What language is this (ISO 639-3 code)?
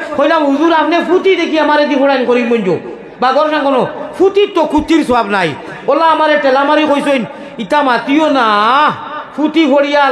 syl